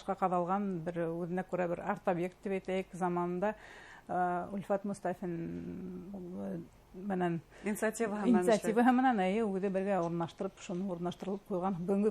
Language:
Bashkir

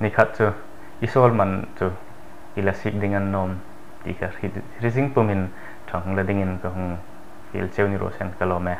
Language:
Hmar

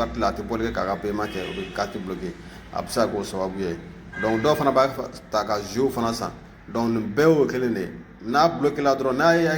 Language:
Bambara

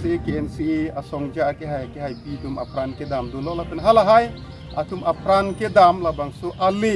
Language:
Karbi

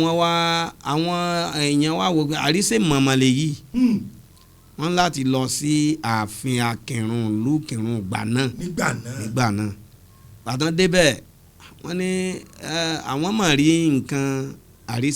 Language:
Yoruba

